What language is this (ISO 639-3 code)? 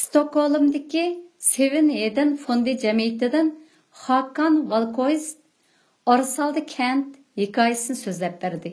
uig